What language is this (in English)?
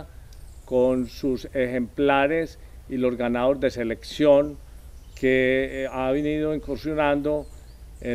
Spanish